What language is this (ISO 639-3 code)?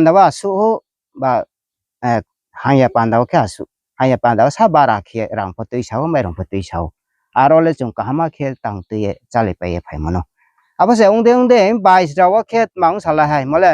ria